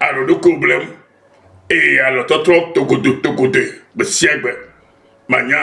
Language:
Ewe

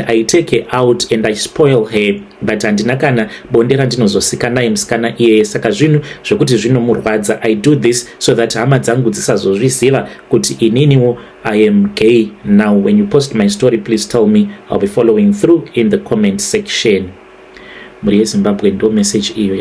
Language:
Shona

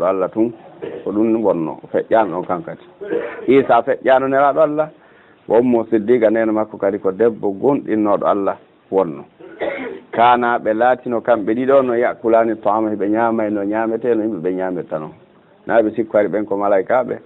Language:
Fula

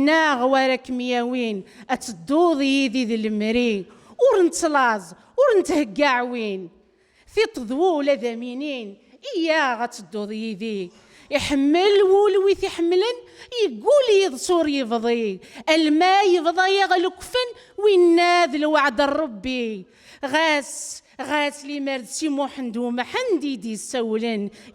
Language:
Kabyle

